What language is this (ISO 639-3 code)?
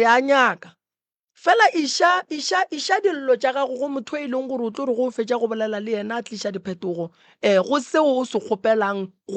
nso